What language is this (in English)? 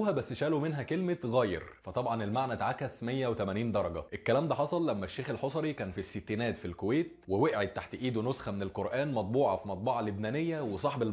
Egyptian Arabic